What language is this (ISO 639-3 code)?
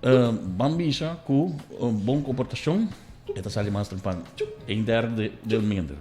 pap